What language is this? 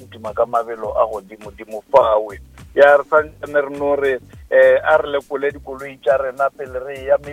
Northern Sotho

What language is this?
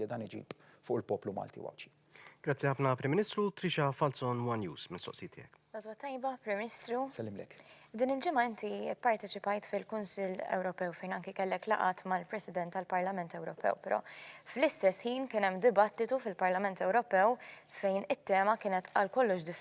Maltese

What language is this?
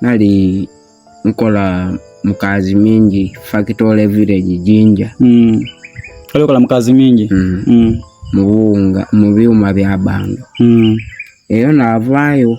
Soga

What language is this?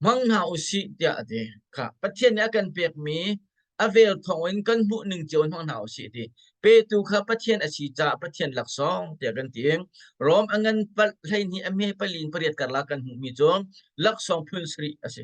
Hakha Chin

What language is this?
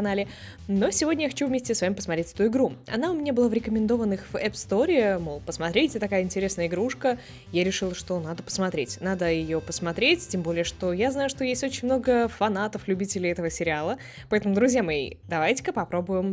Russian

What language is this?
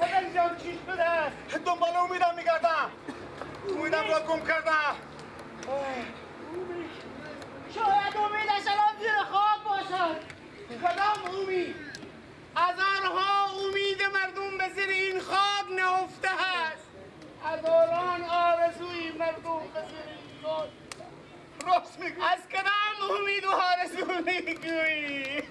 Persian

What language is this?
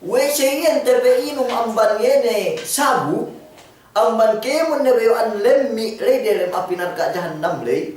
Yakan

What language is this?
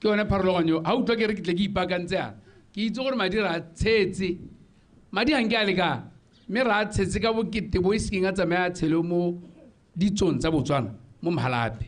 Tswana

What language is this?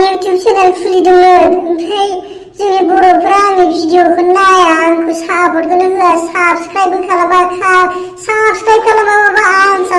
Bodo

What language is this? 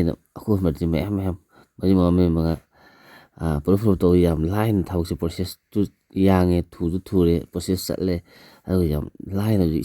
Manipuri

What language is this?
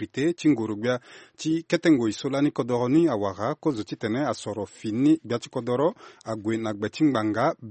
Sango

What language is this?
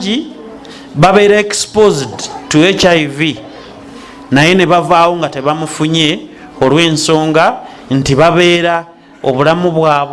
Ganda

